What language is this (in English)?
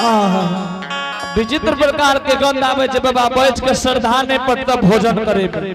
Angika